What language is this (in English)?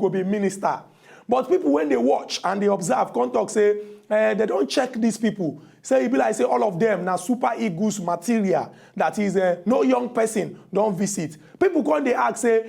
Nigerian Pidgin